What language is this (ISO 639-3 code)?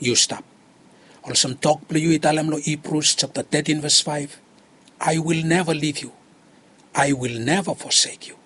bis